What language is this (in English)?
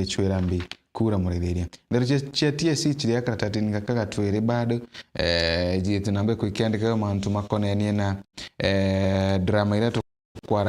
Meru